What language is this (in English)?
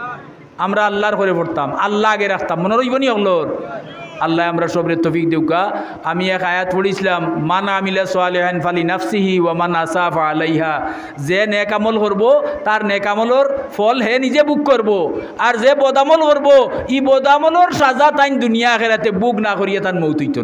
Sylheti